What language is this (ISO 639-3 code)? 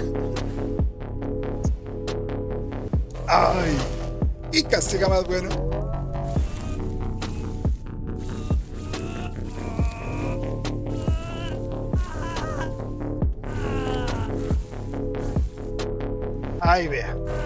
spa